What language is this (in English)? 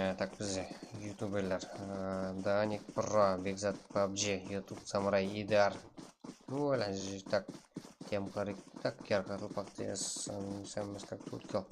Kara-Kalpak